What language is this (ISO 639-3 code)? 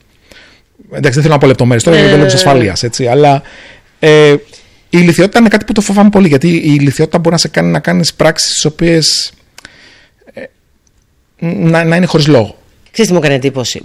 ell